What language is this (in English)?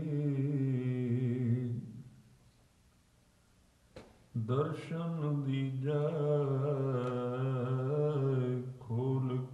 Punjabi